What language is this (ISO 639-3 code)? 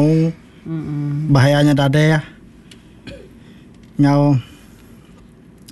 iba